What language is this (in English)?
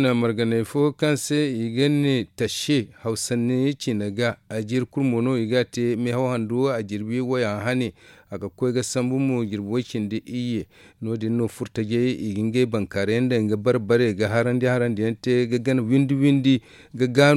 Zarma